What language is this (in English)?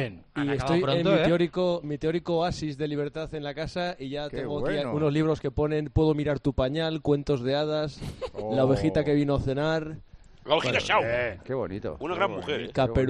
Spanish